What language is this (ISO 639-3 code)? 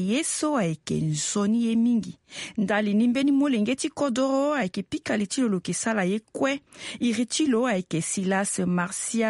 sag